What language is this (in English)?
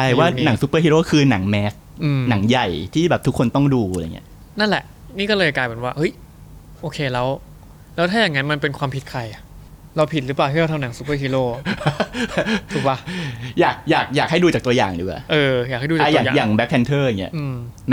Thai